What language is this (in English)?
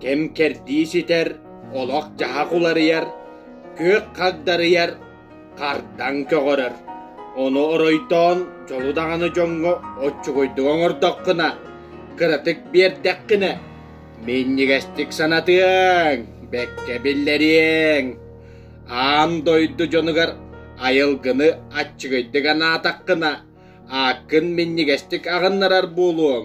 Yakut